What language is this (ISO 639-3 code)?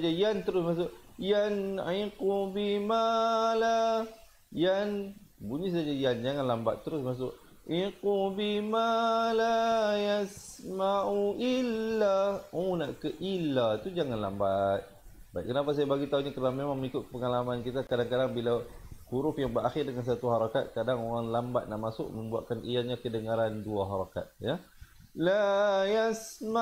msa